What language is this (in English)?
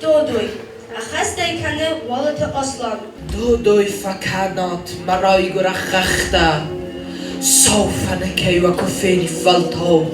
Ossetic